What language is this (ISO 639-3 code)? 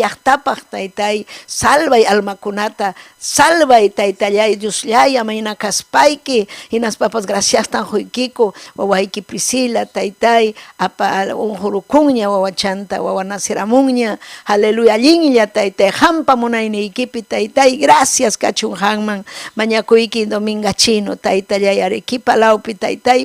quy